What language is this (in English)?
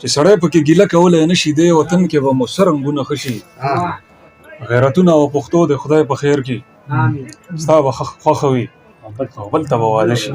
Pashto